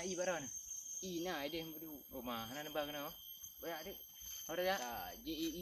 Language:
Achinese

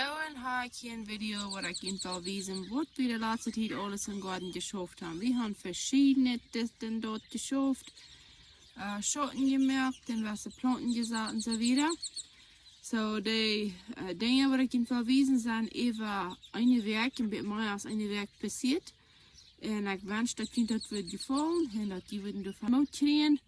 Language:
Plautdietsch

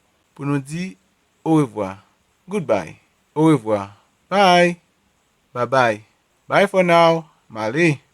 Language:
Haitian Creole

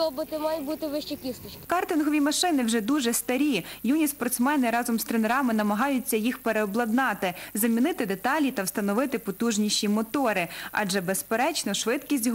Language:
Ukrainian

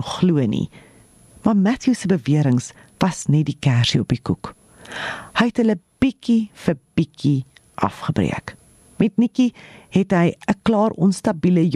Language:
Afrikaans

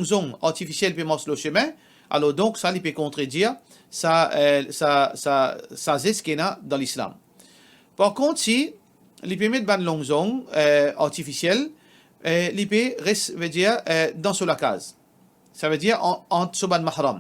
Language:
Morisyen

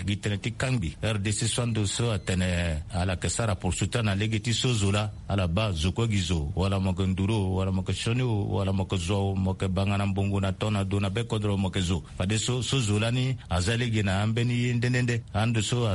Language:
Sango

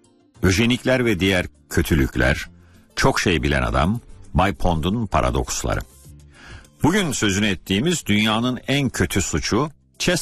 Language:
Turkish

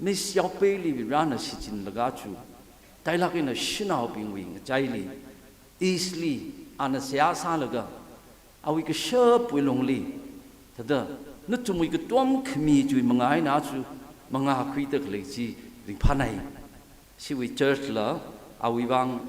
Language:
Tangkhul Naga (India)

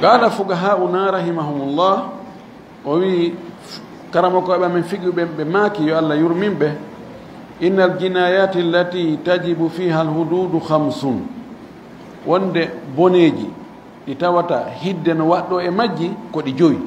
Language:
Fula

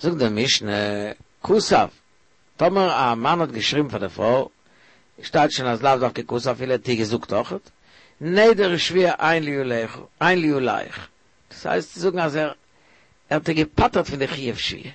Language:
Yiddish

